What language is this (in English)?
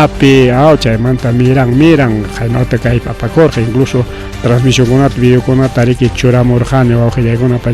Ayacucho Quechua